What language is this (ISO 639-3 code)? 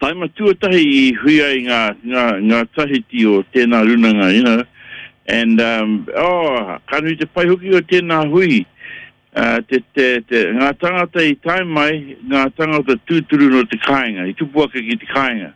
mri